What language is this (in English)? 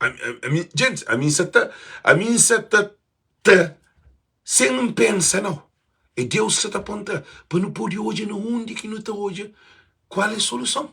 Kabuverdianu